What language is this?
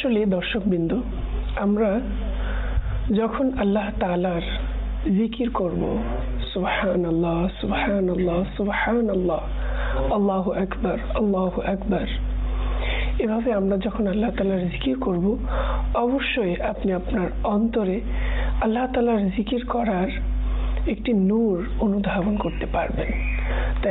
Bangla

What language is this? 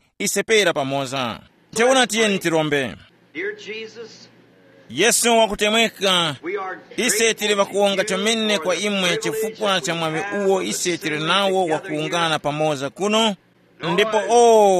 Tumbuka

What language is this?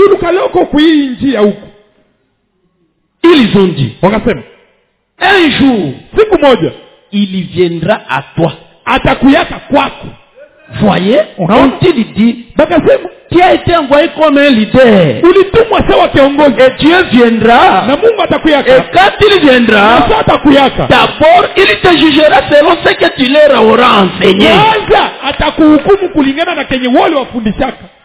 Swahili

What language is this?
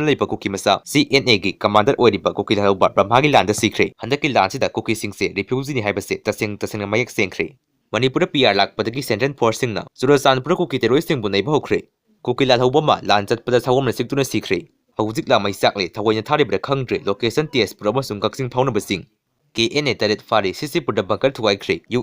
Manipuri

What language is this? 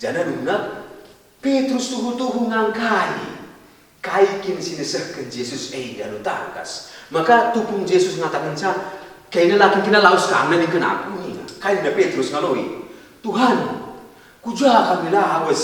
Batak Karo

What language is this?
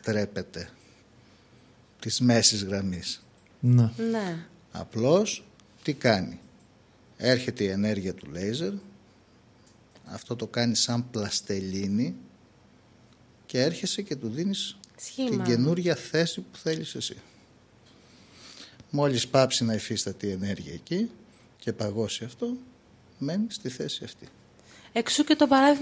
Greek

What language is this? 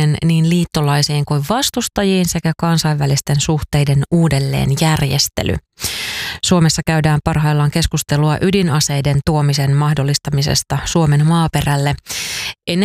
Finnish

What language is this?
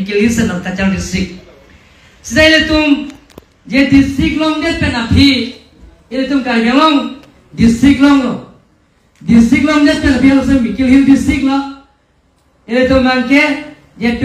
Karbi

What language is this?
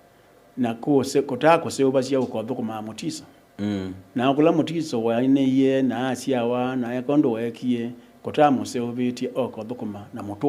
Kamba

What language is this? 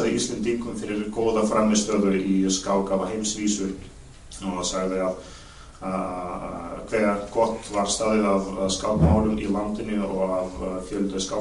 Icelandic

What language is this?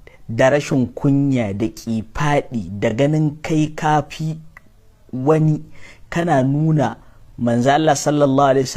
Hausa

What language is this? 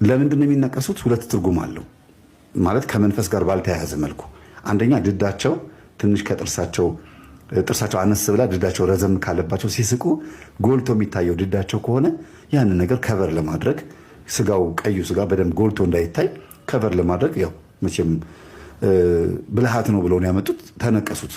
Amharic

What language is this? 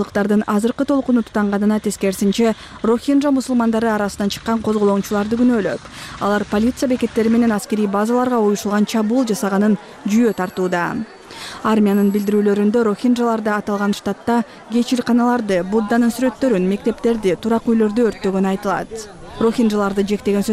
Kyrgyz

